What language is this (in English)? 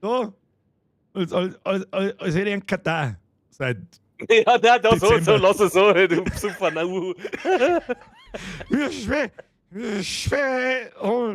Bavarian